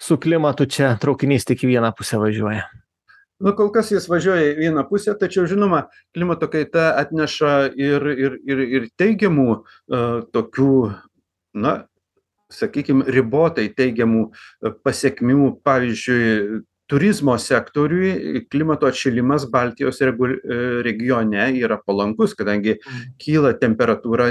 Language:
Lithuanian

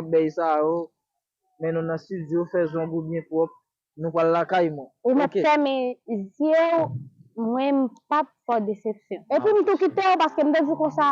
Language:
Haitian Creole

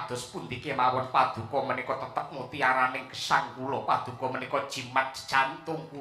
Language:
Javanese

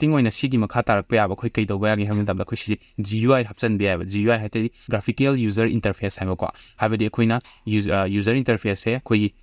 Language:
Manipuri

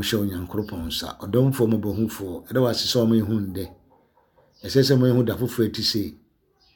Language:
Akan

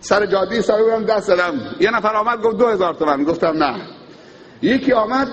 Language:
Persian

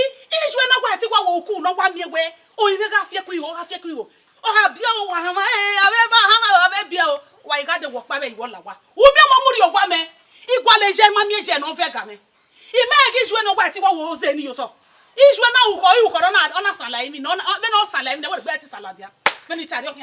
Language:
Bini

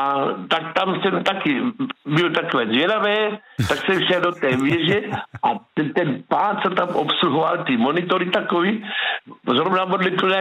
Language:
Czech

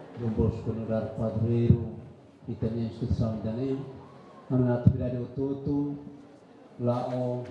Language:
Tetum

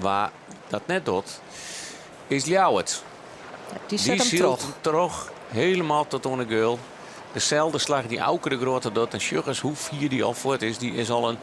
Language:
Western Frisian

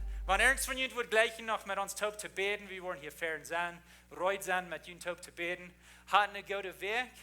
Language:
Plautdietsch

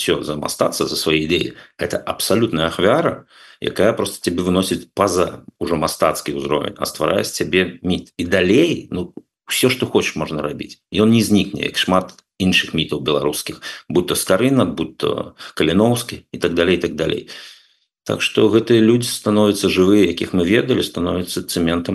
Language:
Belarusian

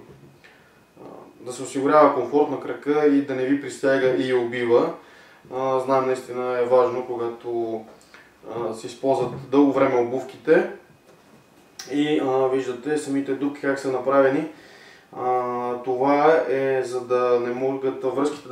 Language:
Bulgarian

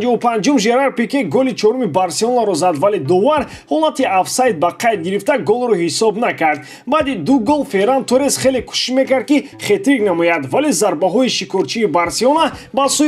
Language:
Tajik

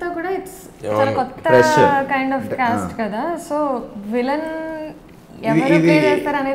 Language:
Telugu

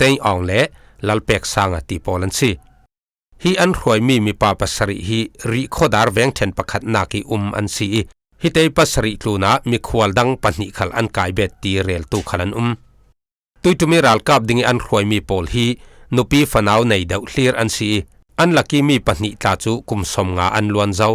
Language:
Falam Chin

